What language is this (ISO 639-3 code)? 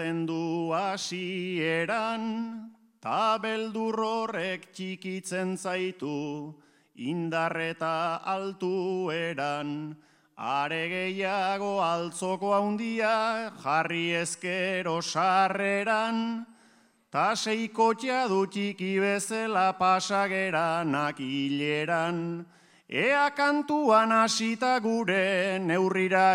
eus